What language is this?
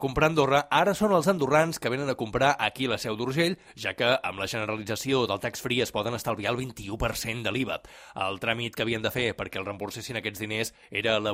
Catalan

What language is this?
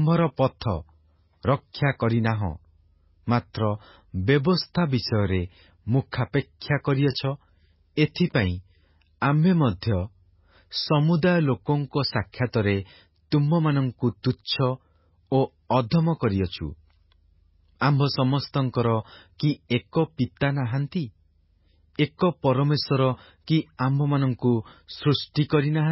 Odia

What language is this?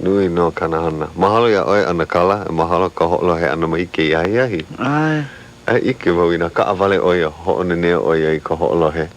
Hawaiian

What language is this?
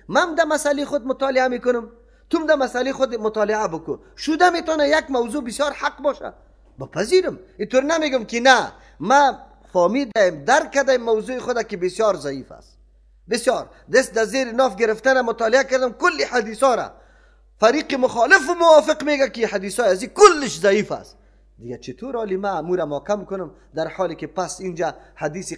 Persian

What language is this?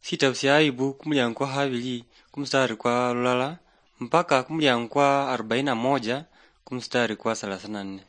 Luyia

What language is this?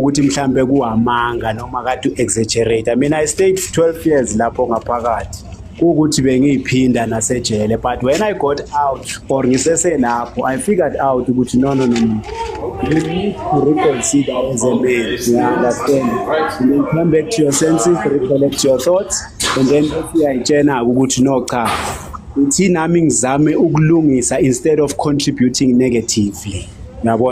Zulu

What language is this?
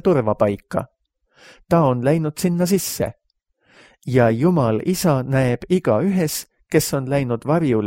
Estonian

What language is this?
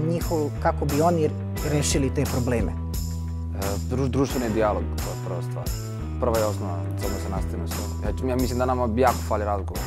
Serbian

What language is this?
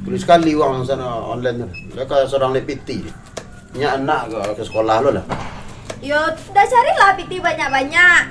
Minangkabau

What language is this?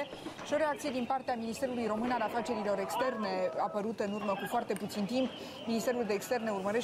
Romanian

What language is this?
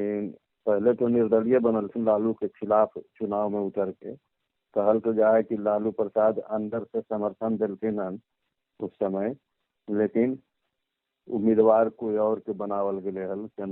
Magahi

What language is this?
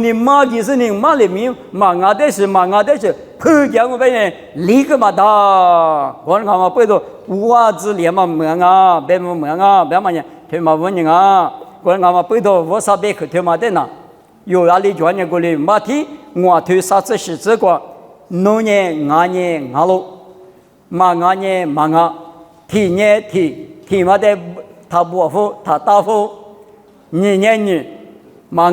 Lisu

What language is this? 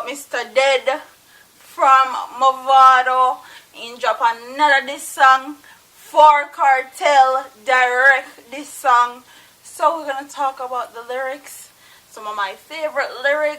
Jamaican Creole English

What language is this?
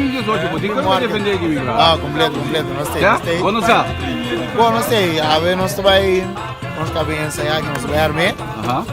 Papiamento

